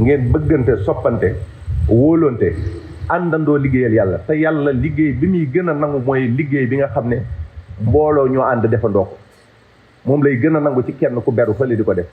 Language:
Wolof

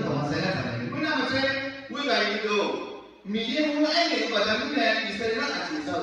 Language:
Akha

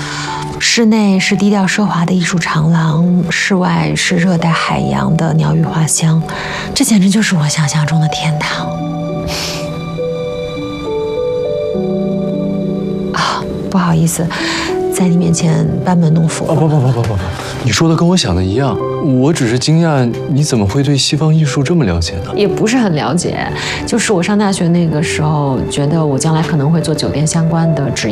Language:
Chinese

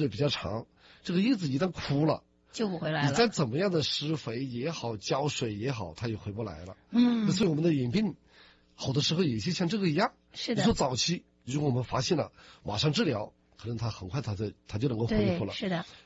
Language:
Chinese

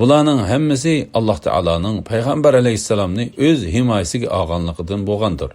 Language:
Uyghur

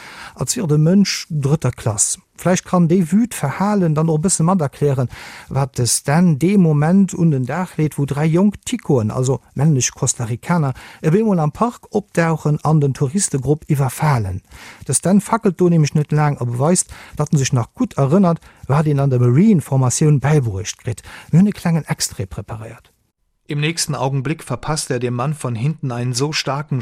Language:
Luxembourgish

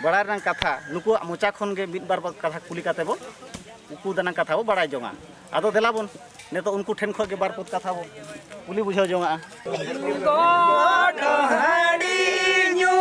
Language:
Santali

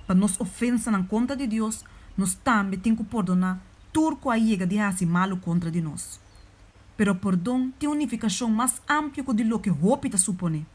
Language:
Papiamento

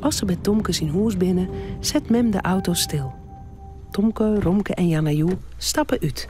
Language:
Western Frisian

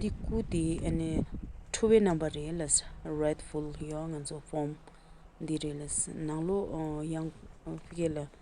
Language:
Tibetan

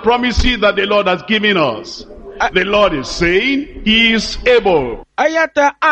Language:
Ewe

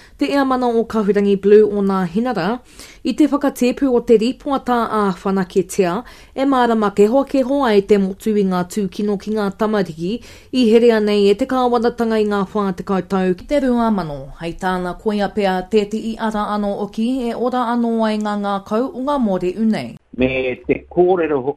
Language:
Māori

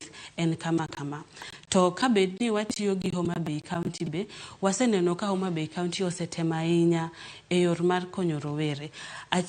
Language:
Luo (Kenya and Tanzania)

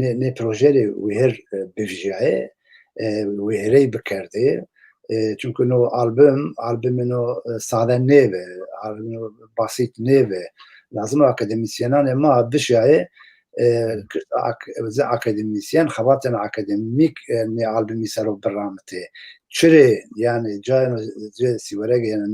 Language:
Zaza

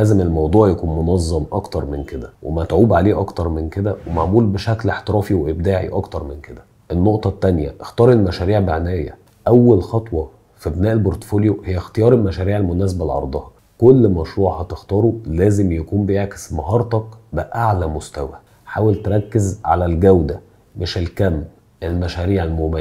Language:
Egyptian Arabic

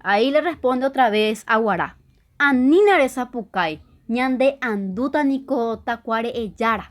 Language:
Guarani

